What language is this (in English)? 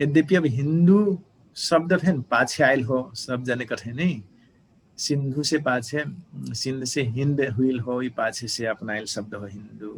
Dangaura Tharu